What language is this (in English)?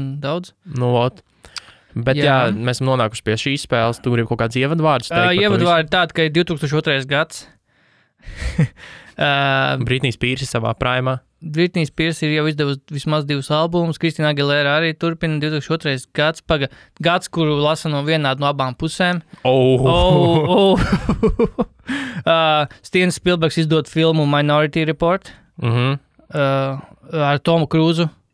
Latvian